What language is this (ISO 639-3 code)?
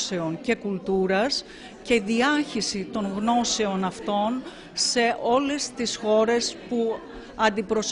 ell